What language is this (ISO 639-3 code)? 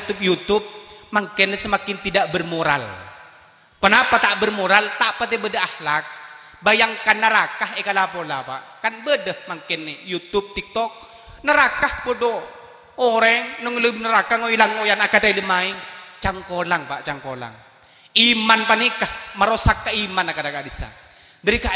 mad